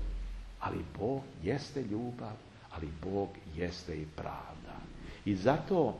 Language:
Serbian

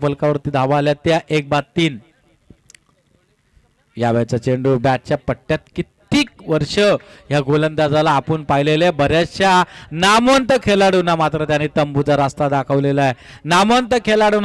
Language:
Marathi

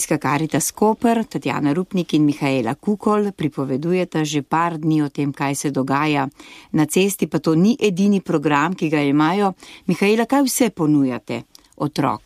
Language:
Slovenian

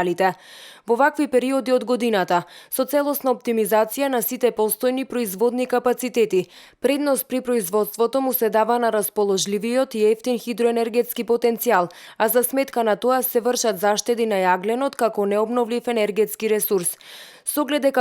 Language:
Macedonian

